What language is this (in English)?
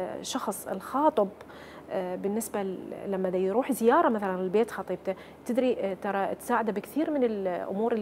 Mesopotamian Arabic